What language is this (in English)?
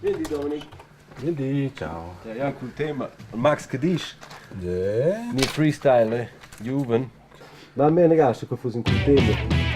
Romansh